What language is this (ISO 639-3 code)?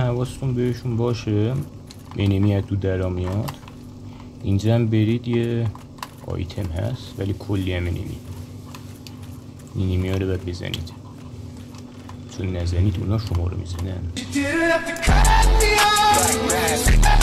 fas